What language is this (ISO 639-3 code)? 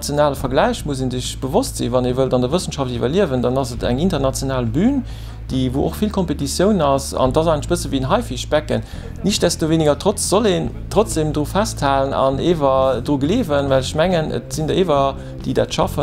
ltz